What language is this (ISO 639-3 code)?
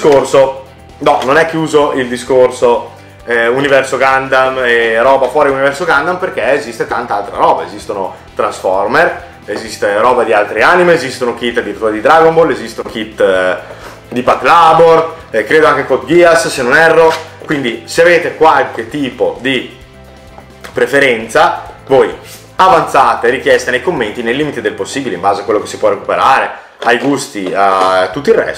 ita